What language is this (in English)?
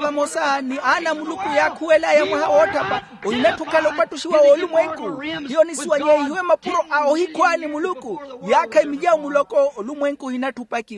Makhuwa